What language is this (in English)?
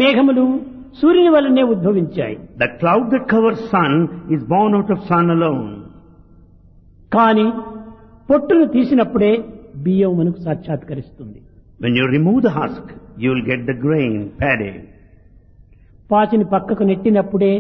Telugu